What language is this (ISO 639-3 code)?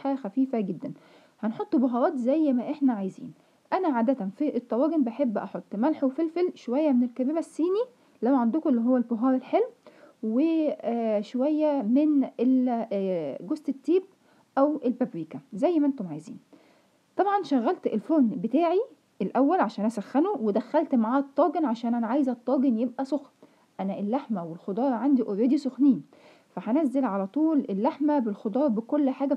arz